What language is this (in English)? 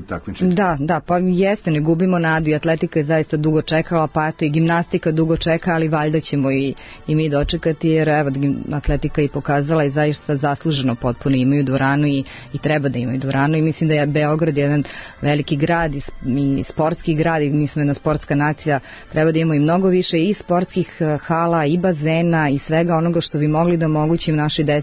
Serbian